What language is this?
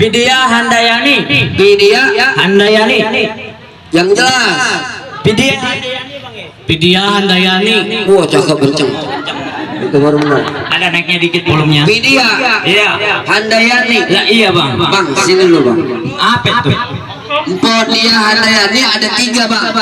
Betawi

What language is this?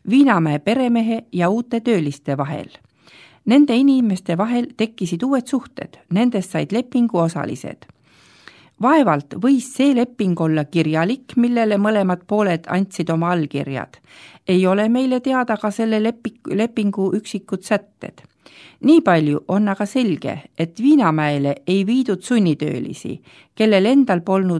Estonian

